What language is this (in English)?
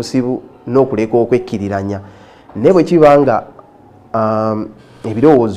Ganda